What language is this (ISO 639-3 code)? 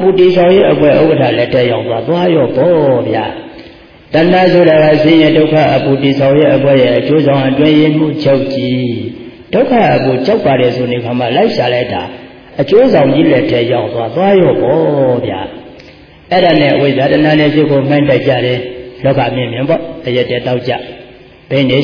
mya